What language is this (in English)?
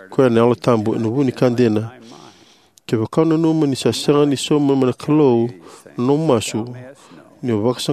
Fijian